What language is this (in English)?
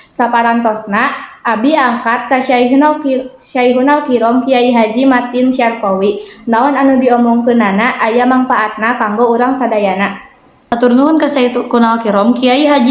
Sundanese